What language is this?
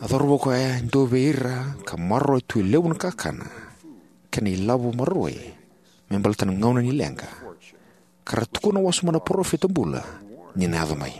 Fijian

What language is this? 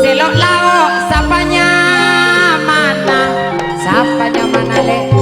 Madurese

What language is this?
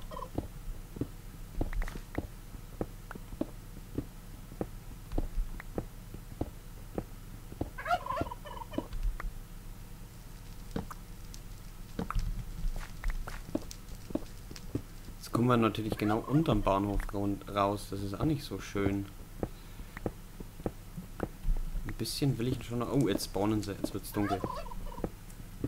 German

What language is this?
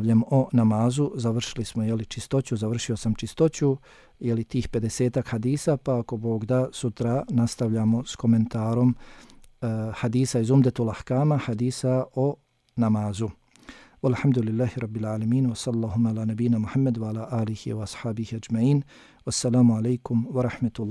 Bosnian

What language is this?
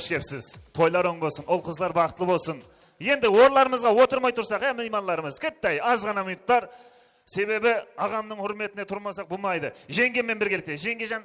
Kara-Kalpak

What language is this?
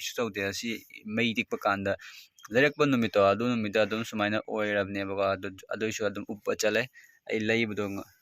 Manipuri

